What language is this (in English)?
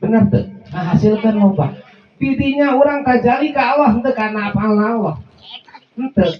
Sundanese